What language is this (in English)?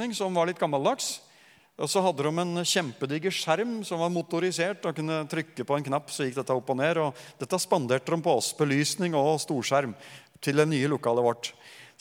Norwegian